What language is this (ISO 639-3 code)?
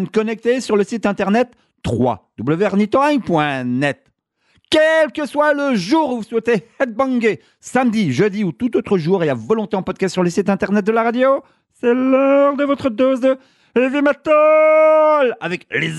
fra